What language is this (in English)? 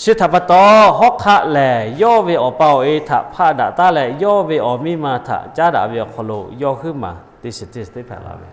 Lahu